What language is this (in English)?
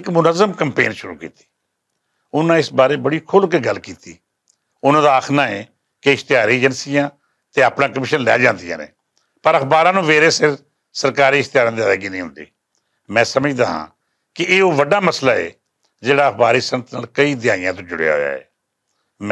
Western Panjabi